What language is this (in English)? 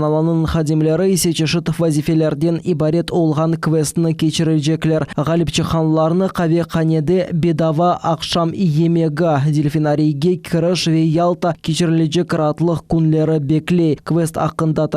Crimean Tatar